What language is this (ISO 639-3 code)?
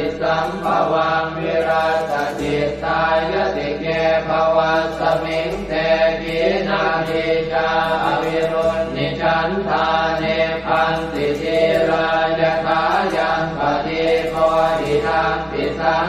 pli